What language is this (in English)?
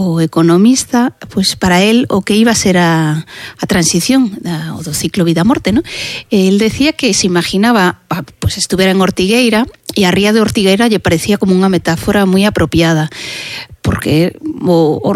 Galician